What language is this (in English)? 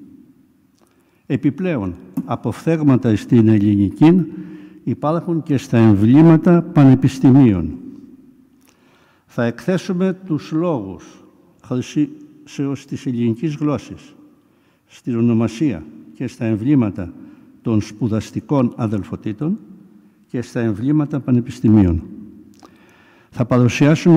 Greek